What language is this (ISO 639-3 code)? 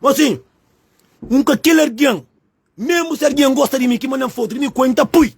kea